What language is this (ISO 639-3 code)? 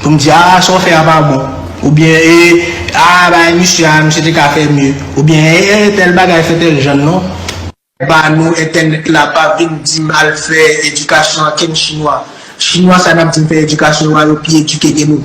hat